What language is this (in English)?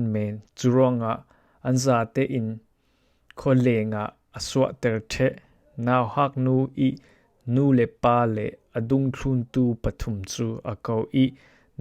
Falam Chin